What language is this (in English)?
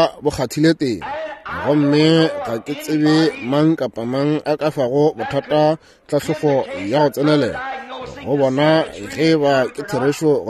Northern Sotho